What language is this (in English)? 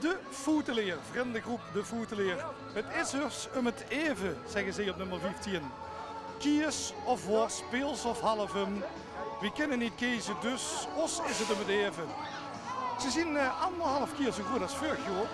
Limburgish